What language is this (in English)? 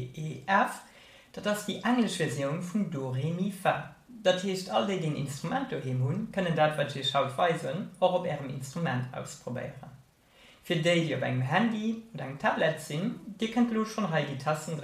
Luxembourgish